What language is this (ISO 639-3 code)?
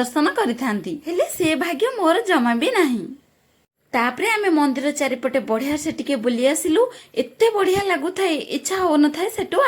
ori